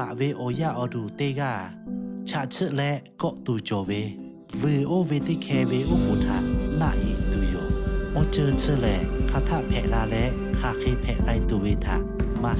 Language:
Lahu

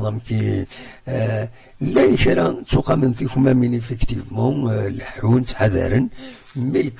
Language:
Kabyle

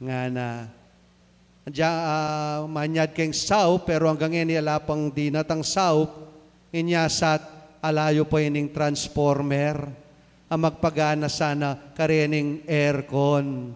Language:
Pampanga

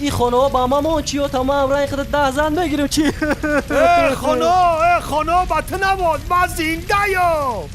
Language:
Tajik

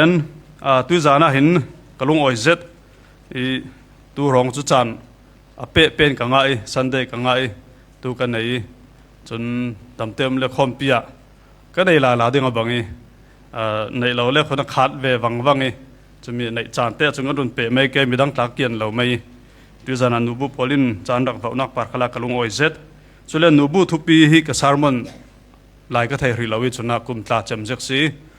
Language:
Falam Chin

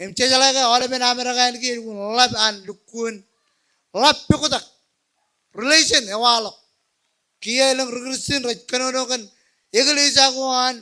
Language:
Marshallese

